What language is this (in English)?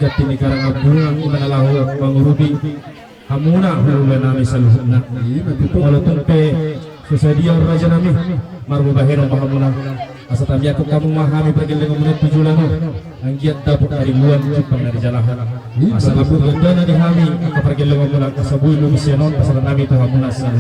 Batak Toba